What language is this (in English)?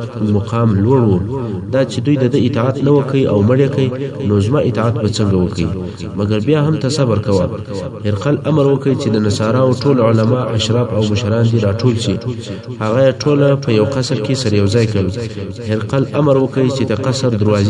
Pashto